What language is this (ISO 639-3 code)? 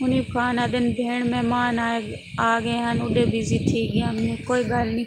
skr